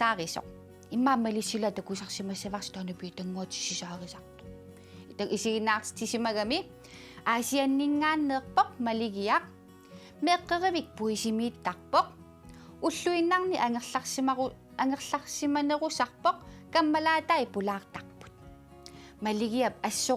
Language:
Kalaallisut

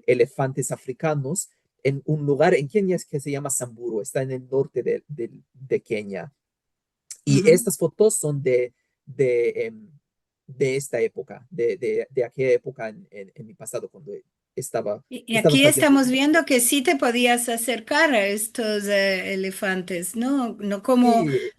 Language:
Ladino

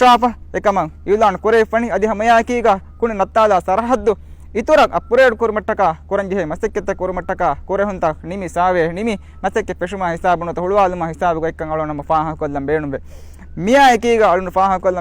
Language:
Divehi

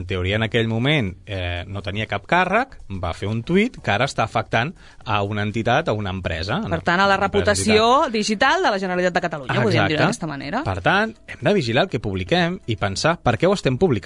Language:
Catalan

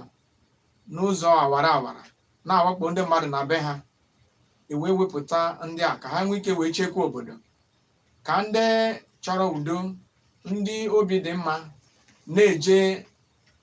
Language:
Igbo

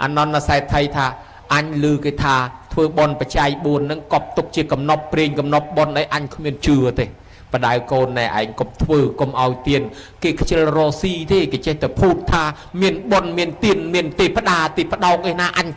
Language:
Khmer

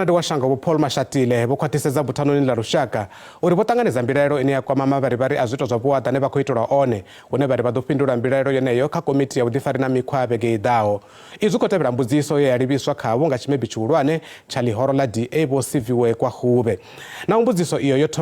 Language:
Venda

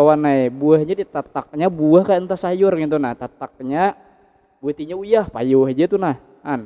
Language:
Banjar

